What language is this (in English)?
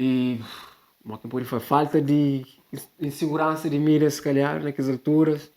Kabuverdianu